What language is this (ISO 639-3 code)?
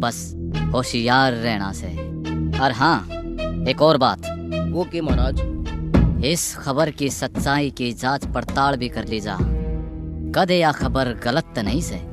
bgc